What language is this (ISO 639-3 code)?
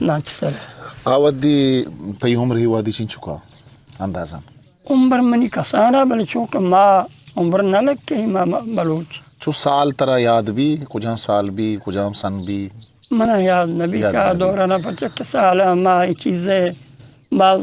bgp